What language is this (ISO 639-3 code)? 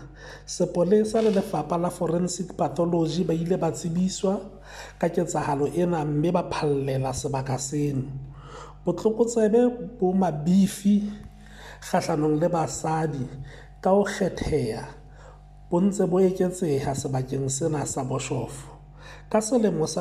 sot